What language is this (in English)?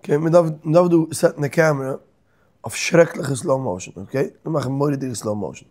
Yiddish